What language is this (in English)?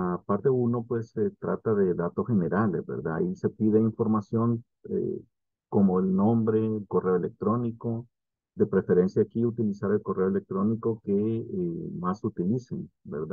Spanish